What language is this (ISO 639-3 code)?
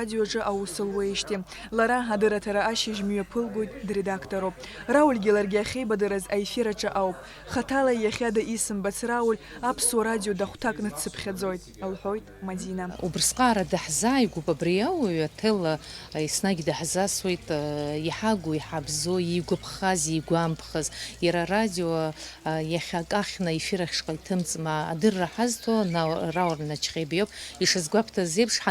abk